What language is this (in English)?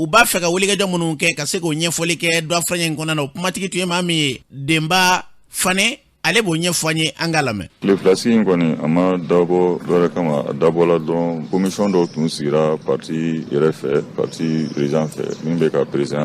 Bambara